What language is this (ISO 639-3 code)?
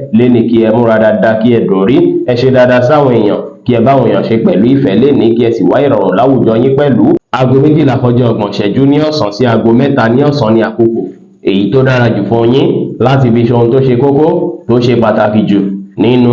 yor